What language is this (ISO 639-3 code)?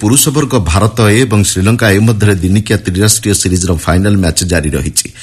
ori